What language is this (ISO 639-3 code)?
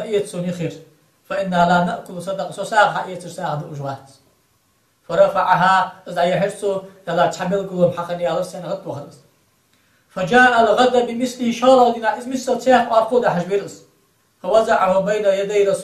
inh